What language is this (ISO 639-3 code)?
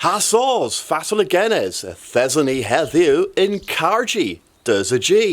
cor